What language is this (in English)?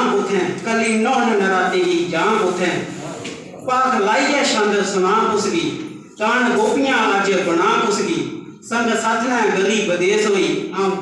Dogri